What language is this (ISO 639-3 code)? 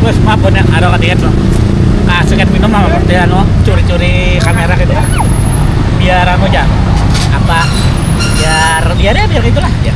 bjn